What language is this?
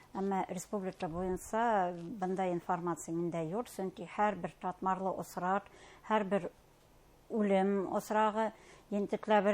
Bashkir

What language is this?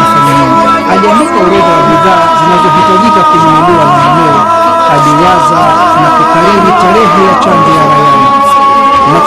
Swahili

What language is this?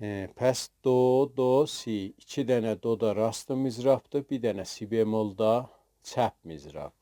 South Azerbaijani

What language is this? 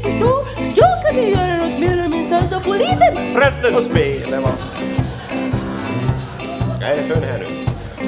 Swedish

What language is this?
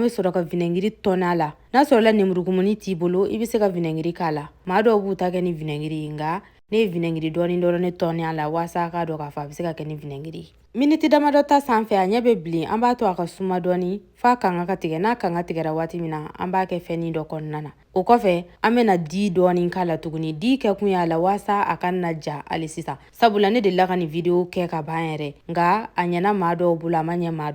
Bambara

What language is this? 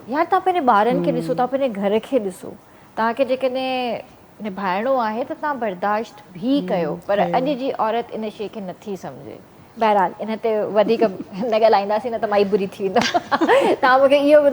Sindhi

